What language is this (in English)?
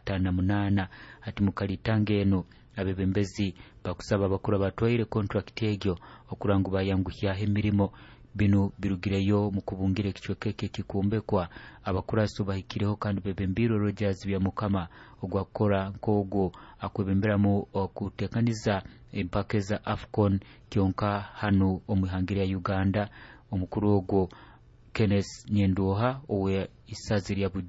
Nyoro